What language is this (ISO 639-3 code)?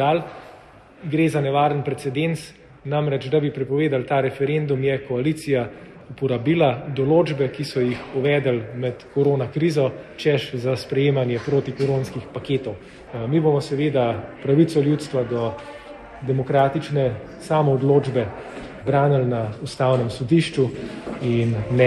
slv